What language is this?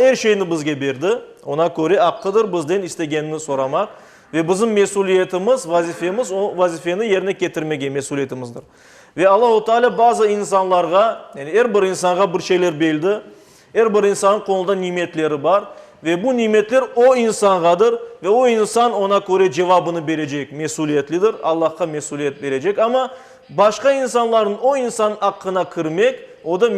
Crimean Tatar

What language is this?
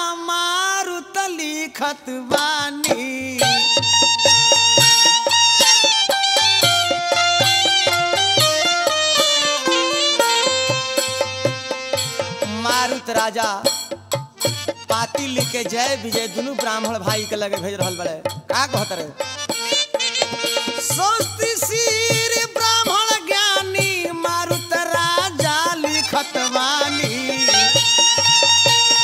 Bhojpuri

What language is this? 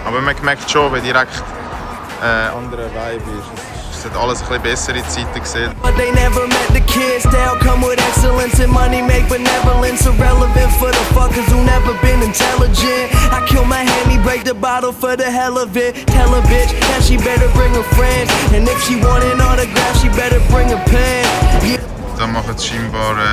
Swiss German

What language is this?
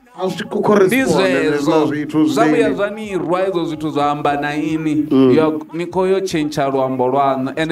Venda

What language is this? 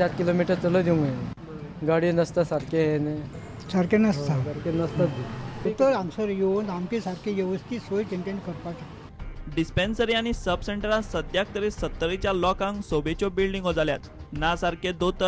Konkani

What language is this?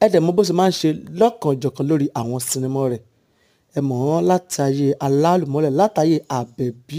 Yoruba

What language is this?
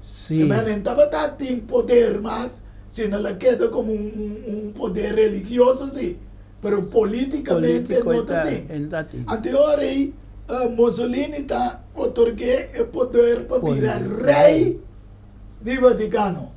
Papiamento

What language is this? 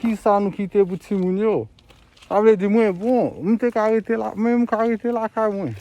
Haitian Creole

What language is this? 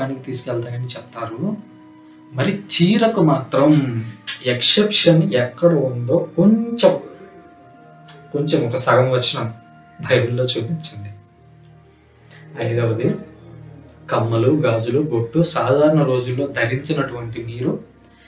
Telugu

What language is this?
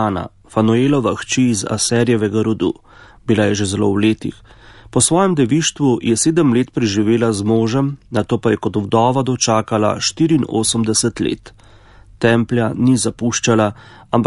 Slovenian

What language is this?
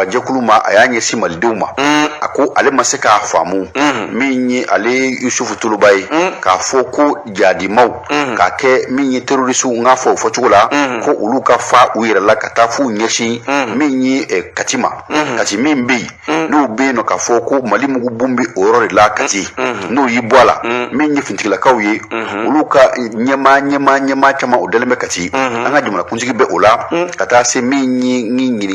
Bambara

